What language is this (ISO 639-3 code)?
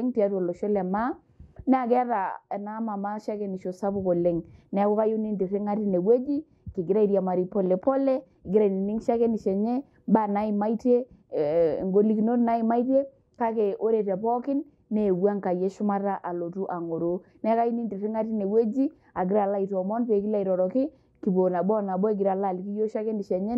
mas